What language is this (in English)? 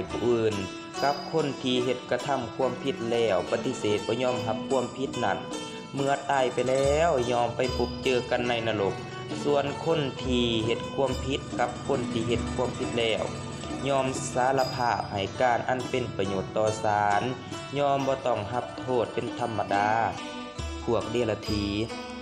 Lao